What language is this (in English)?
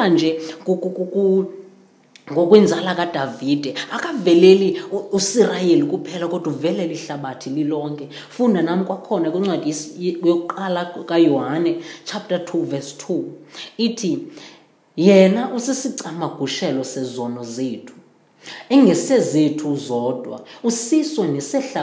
Xhosa